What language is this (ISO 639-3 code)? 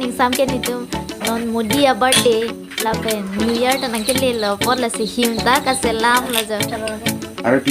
mjw